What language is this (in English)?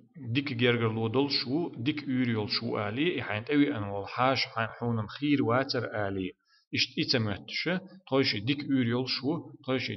Chechen